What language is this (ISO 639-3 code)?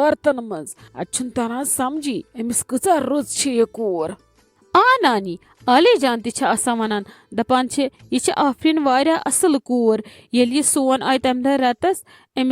kas